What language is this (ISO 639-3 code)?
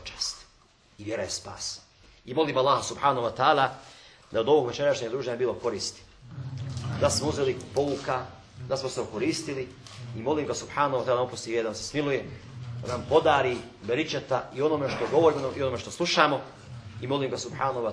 bos